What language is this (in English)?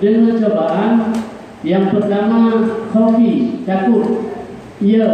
Achinese